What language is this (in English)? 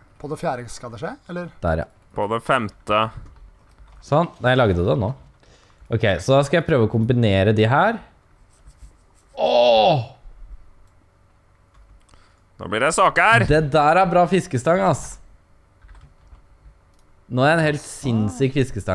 Norwegian